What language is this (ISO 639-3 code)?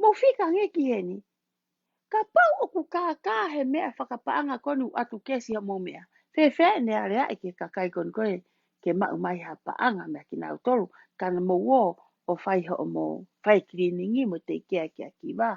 ton